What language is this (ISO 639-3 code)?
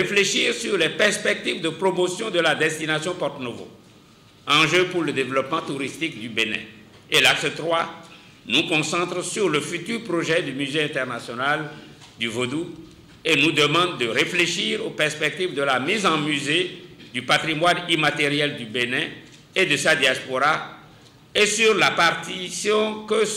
fra